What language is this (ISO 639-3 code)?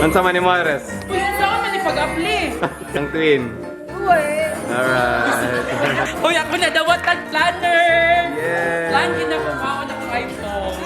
ceb